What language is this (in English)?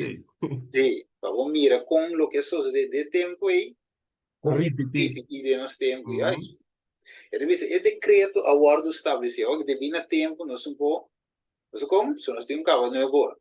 Papiamento